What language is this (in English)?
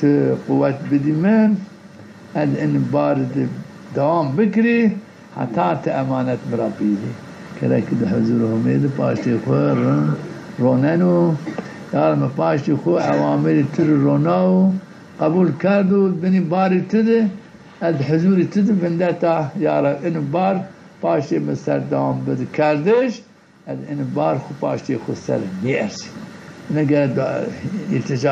Zaza